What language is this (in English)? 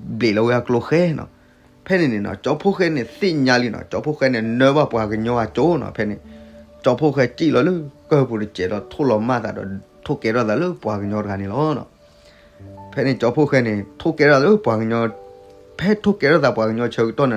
S'gaw Karen